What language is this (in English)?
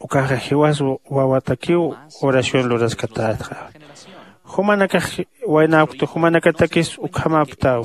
Aymara